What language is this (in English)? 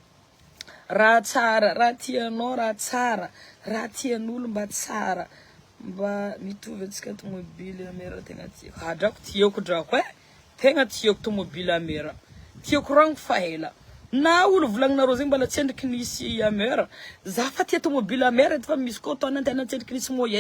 Malagasy